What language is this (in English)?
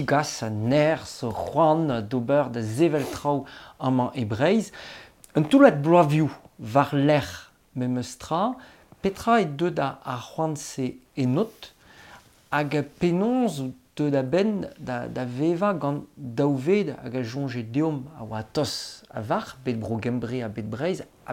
Breton